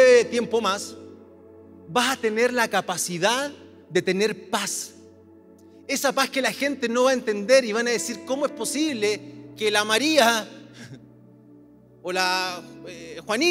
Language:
Spanish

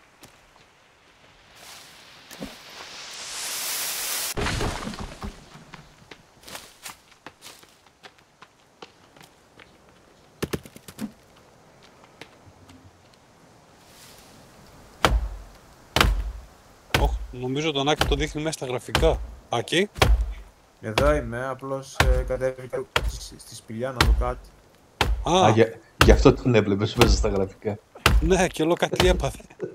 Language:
Greek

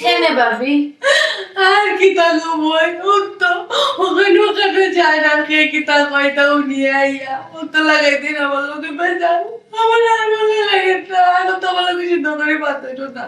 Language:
Sylheti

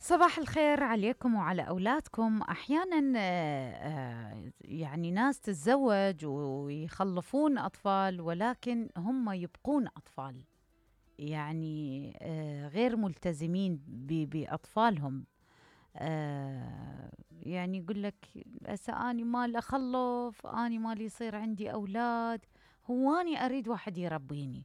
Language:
Mesopotamian Arabic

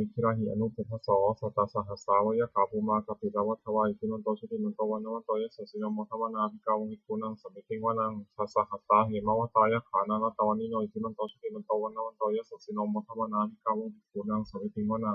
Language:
Pali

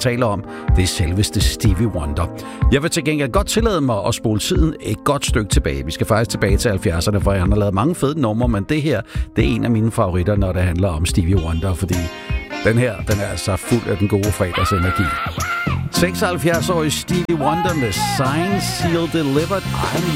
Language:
Danish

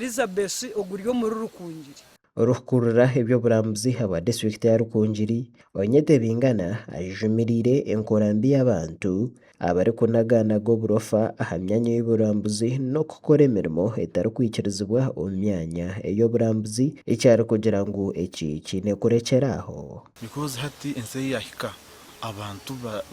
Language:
Nyankole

